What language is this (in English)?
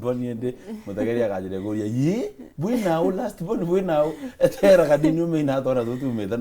Meru